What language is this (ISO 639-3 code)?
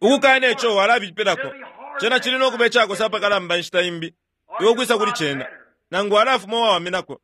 bem